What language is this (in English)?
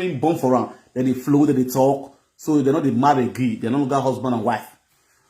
Nigerian Pidgin